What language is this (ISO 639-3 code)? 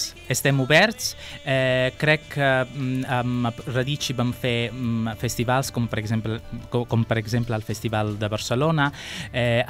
cat